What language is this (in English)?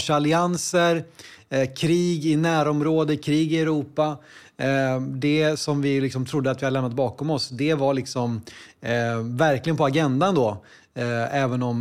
Swedish